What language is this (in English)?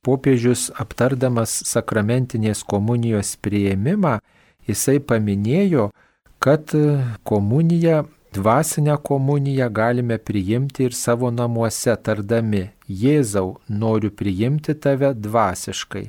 Lithuanian